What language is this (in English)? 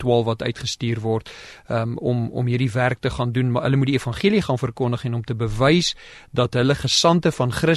Afrikaans